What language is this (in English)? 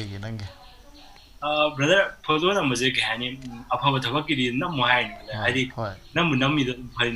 Manipuri